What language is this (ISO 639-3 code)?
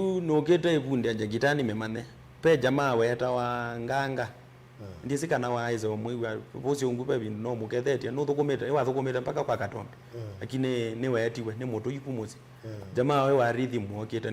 kam